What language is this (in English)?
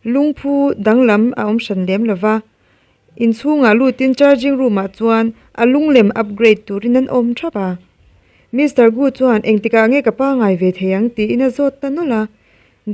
Mizo